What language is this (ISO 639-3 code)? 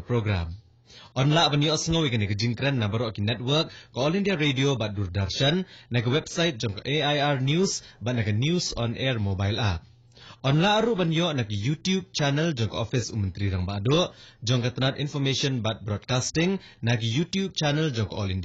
kha